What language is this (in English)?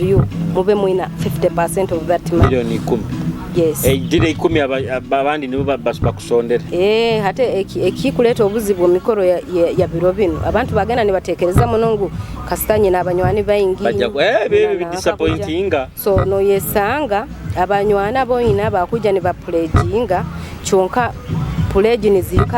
Nyoro